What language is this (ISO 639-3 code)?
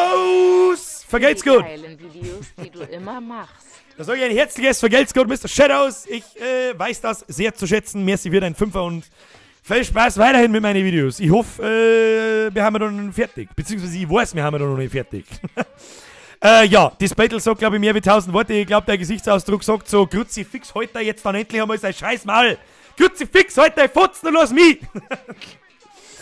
bar